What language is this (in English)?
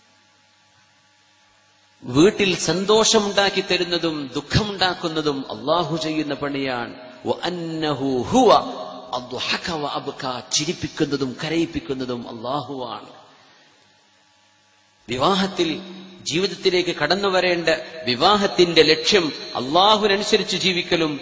Malayalam